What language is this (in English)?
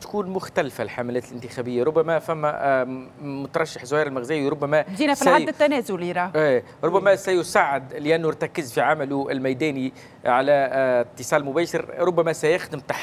Tunisian Arabic